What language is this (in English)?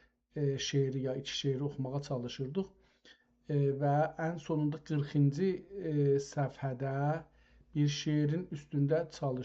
South Azerbaijani